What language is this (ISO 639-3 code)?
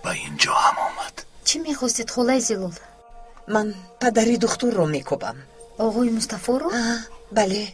tgk